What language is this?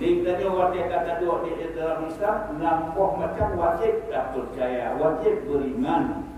Achinese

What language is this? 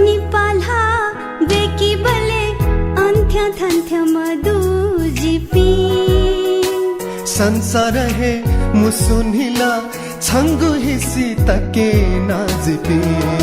Newari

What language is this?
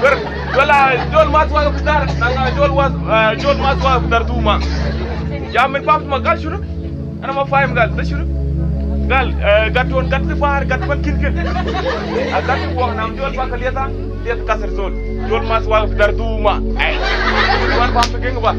Mabaan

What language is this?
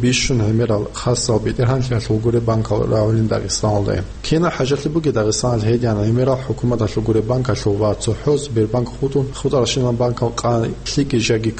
Avaric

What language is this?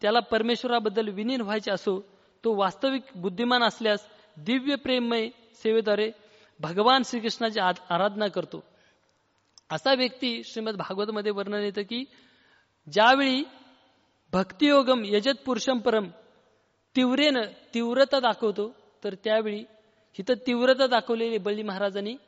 Marathi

